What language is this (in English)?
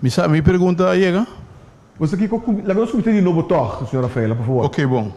Papiamento